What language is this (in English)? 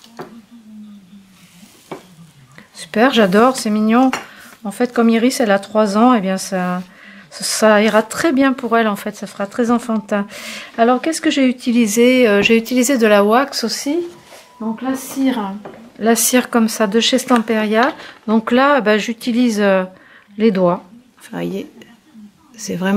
French